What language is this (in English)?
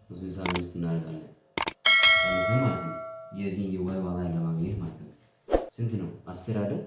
Amharic